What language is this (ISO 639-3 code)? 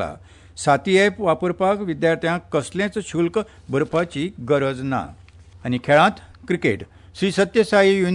kok